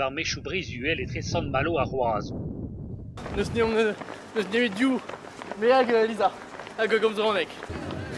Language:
Breton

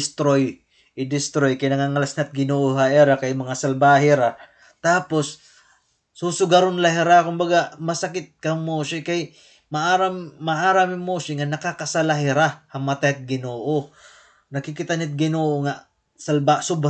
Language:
Waray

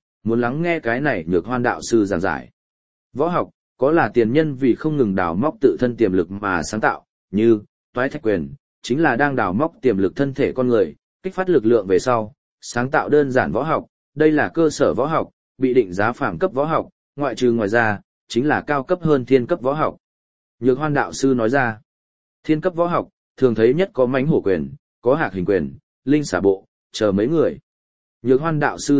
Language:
Vietnamese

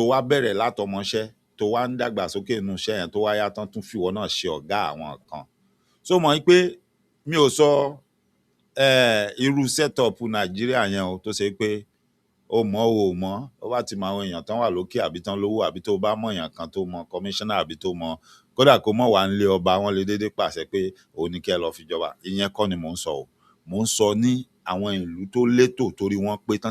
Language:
Yoruba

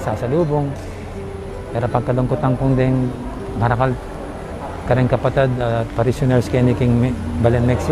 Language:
Pampanga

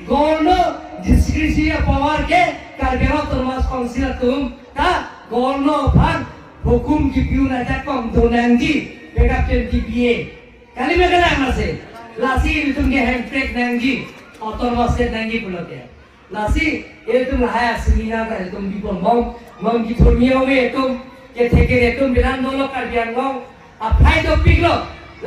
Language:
Karbi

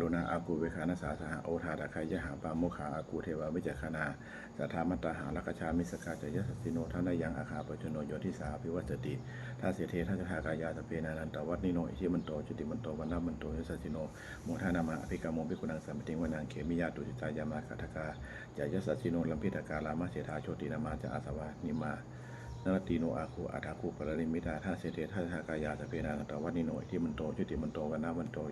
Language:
Pali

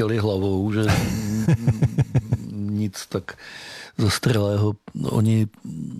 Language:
Czech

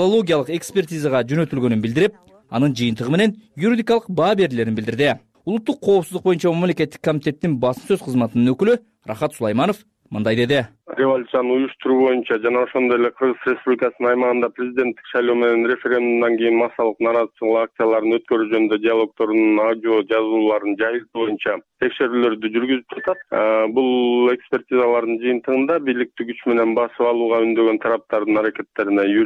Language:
Kyrgyz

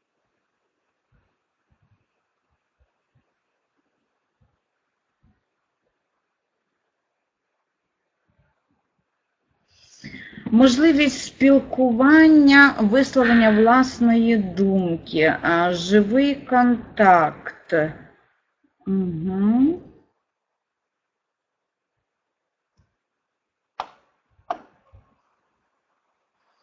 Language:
Ukrainian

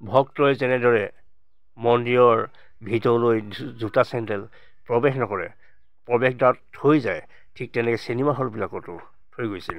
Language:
Assamese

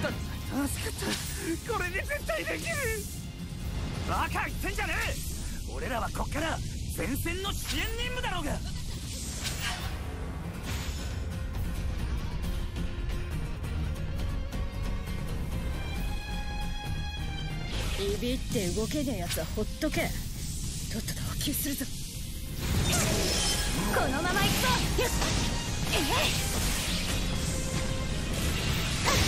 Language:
Japanese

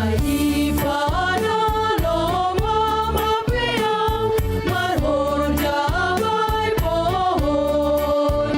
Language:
Batak Simalungun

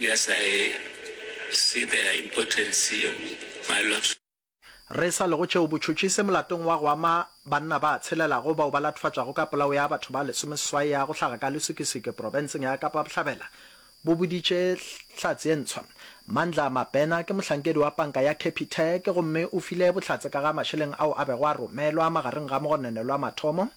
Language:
Northern Sotho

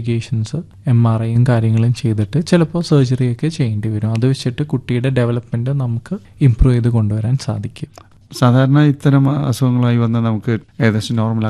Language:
Malayalam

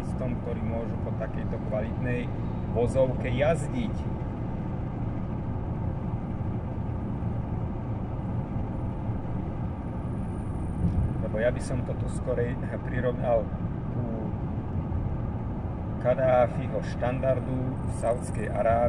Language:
Slovak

